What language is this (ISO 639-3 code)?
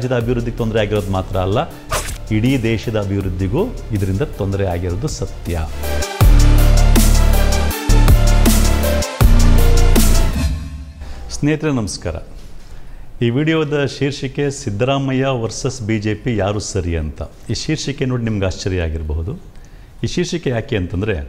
kan